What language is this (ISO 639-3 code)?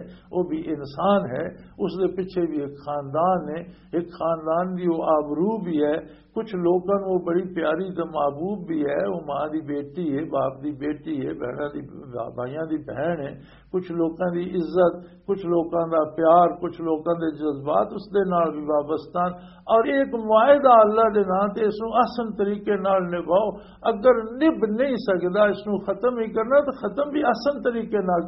lah